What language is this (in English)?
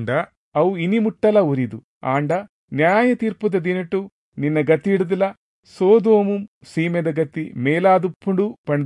Tulu